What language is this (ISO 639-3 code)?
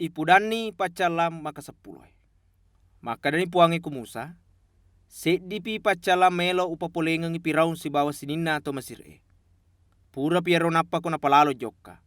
bug